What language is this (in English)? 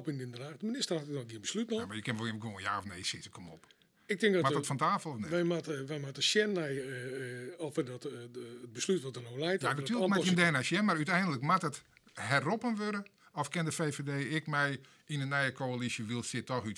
Western Frisian